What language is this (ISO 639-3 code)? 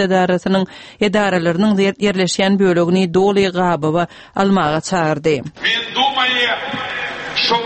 tuk